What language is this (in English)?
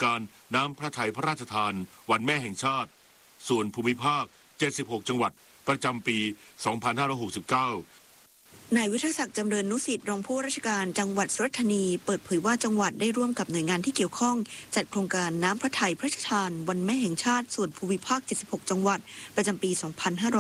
Thai